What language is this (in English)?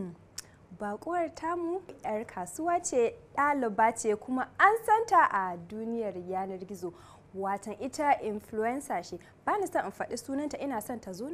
Hausa